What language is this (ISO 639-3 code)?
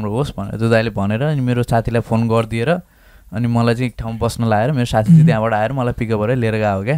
nep